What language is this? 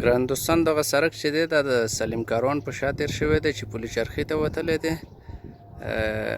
Pashto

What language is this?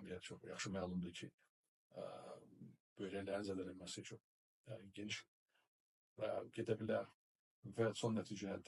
Azerbaijani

